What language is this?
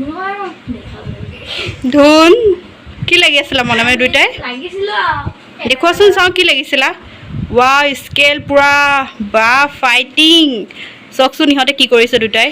Assamese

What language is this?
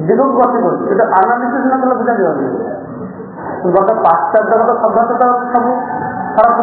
Odia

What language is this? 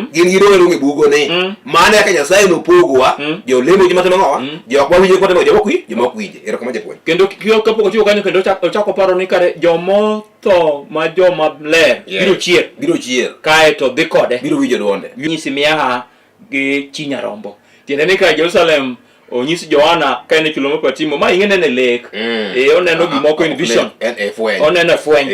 Luo (Kenya and Tanzania)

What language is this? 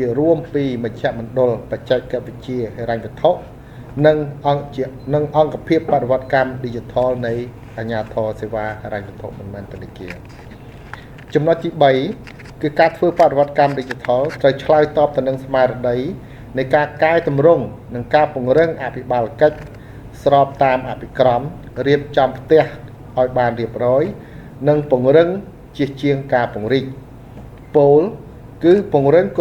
Khmer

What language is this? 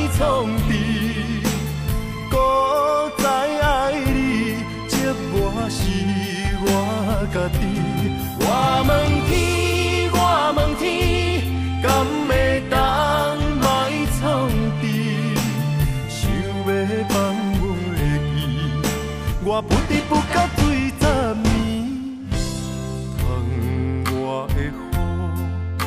Min Nan Chinese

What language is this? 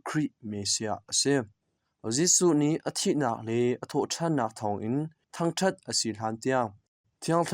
Hakha Chin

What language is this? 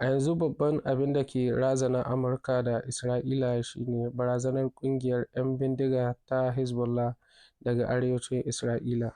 Hausa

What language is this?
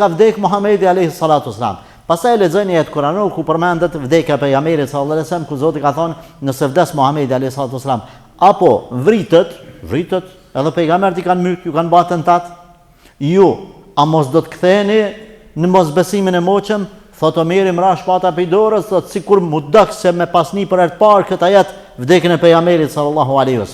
Albanian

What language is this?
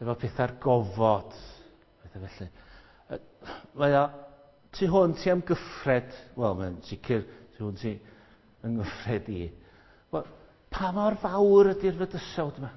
Welsh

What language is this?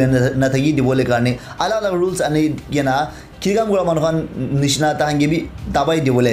Naga Pidgin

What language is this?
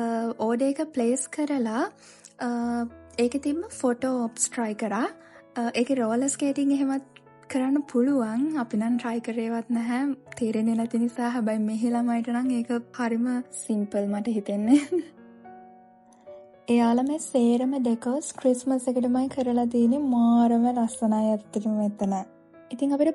Sinhala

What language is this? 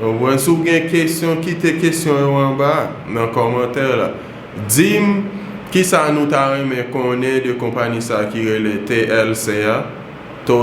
Haitian Creole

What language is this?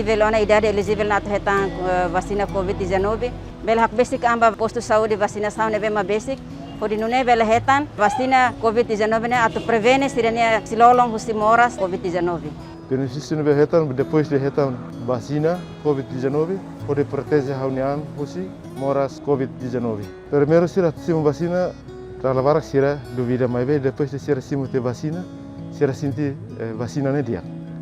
Tetum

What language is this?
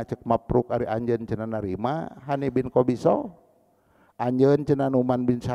Sundanese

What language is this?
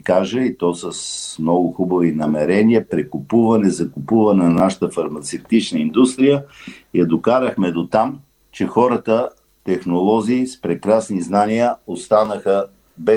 Bulgarian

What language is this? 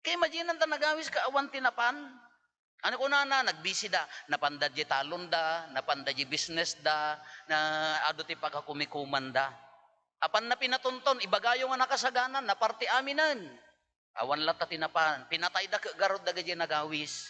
Iloko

